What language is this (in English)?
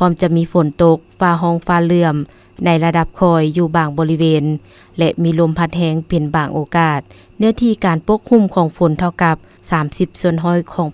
Lao